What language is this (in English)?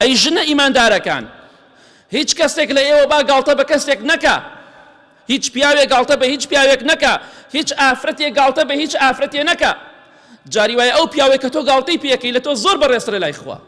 Central Kurdish